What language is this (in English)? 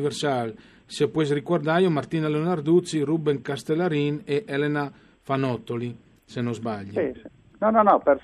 Friulian